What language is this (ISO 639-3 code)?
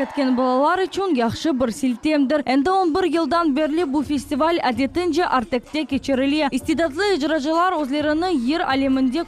crh